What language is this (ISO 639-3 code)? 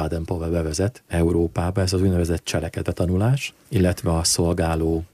hun